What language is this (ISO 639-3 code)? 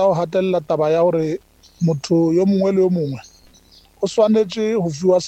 nso